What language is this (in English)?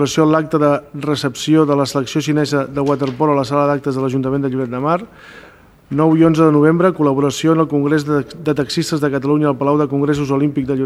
Catalan